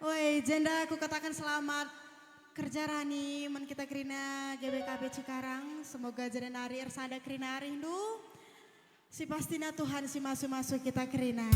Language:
Batak Karo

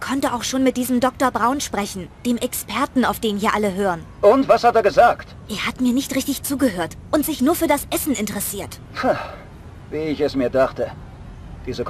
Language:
Bavarian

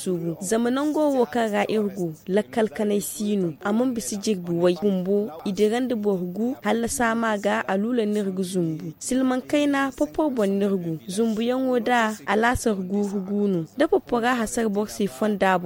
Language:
Zarma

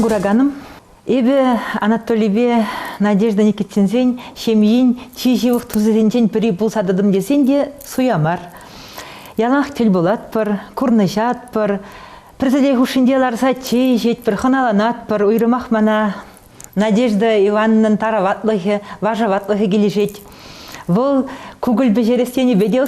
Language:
Chuvash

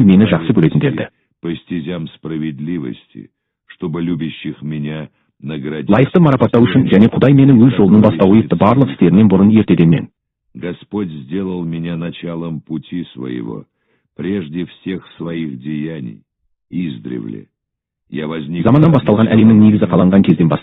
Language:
Kazakh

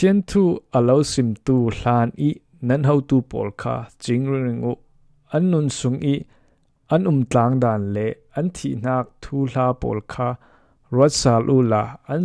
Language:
Falam Chin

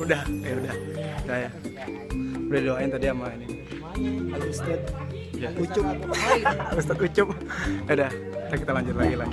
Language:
Betawi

